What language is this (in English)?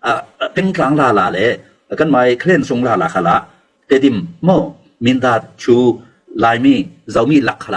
Falam Chin